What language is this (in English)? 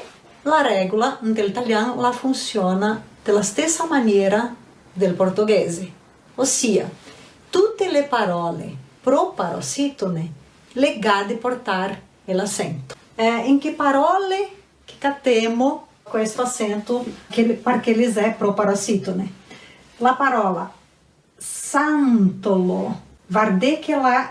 Venetian